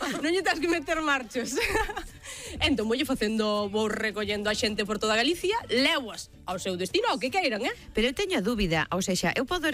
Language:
Galician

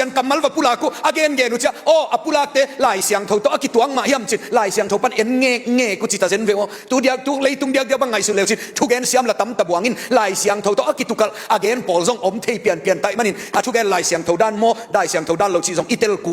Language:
Tedim Chin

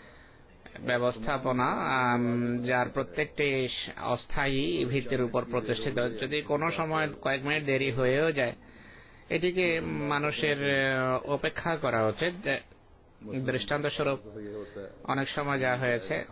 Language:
Bangla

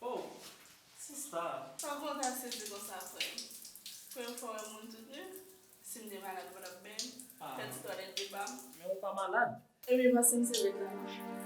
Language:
Haitian Creole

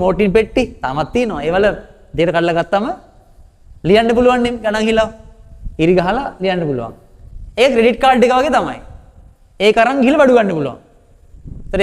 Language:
Sinhala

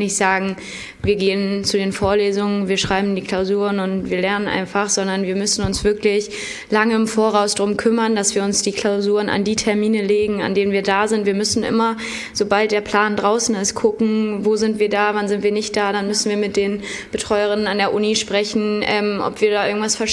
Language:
German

